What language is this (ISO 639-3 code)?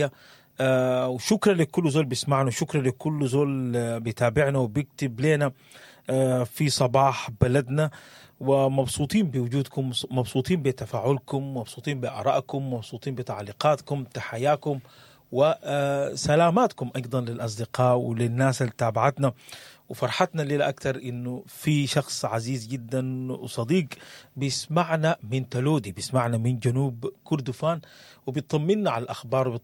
apd